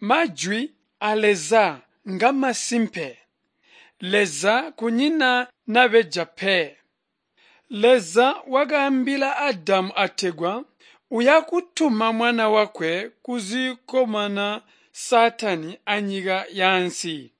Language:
Tonga (Zambia)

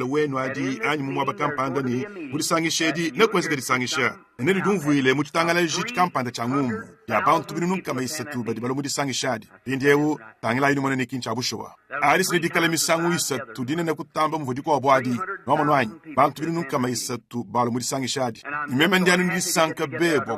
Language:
Luba-Lulua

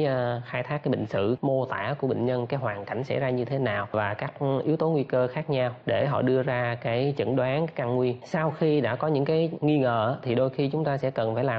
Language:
Vietnamese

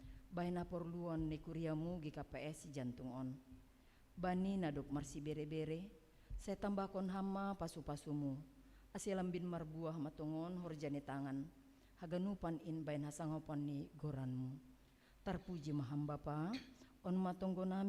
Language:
Batak Simalungun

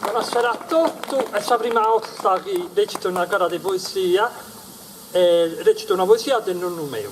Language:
Sardinian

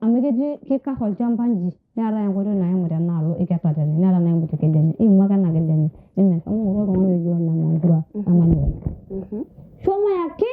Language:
Masai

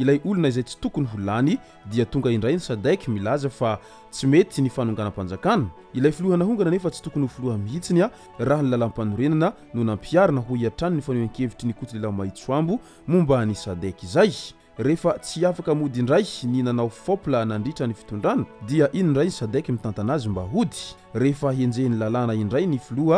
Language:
Malagasy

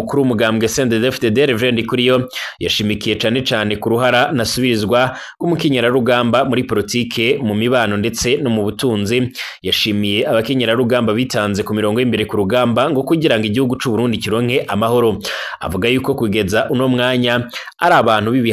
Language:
Rundi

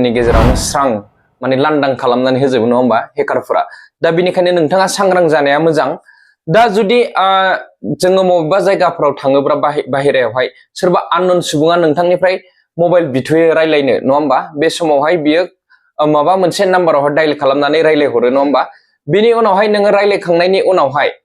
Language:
Bodo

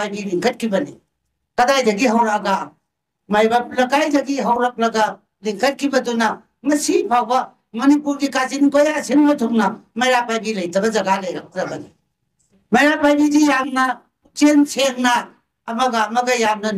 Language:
Manipuri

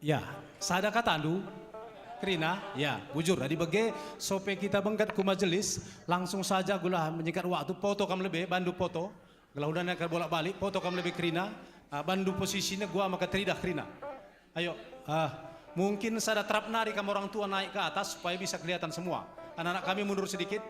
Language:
Batak Karo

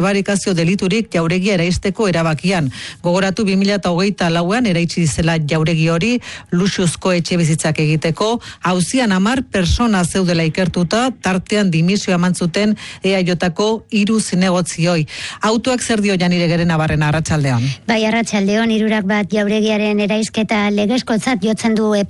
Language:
Basque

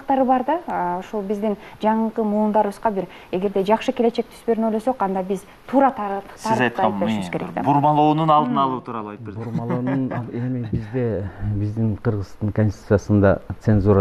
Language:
Kyrgyz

